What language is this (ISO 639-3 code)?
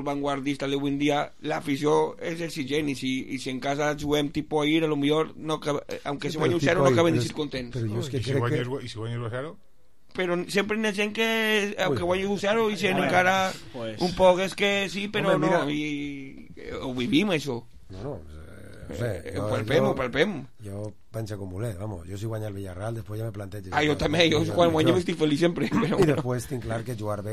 cat